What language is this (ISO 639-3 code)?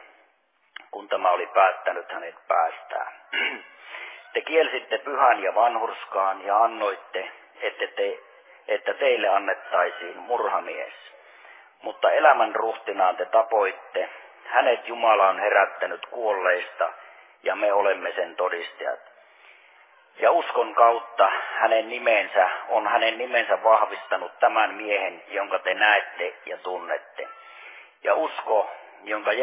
fin